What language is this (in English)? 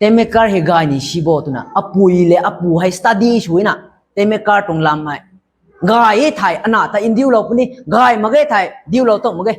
Rongmei Naga